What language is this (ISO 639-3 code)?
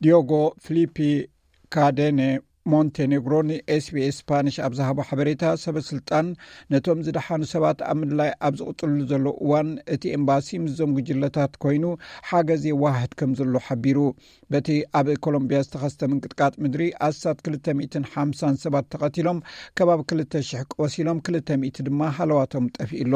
tir